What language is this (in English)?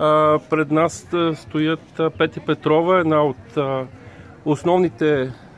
Bulgarian